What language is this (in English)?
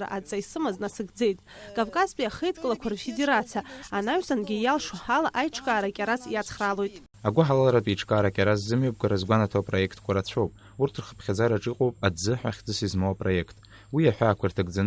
Abkhazian